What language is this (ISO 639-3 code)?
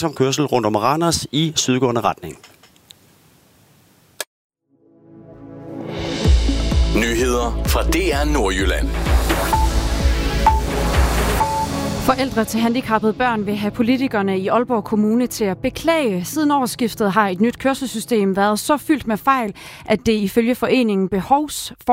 dan